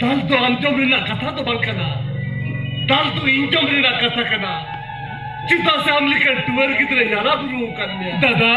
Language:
Santali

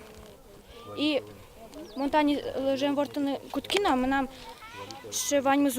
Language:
Udmurt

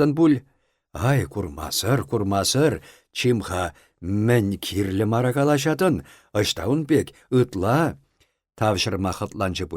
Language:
Chuvash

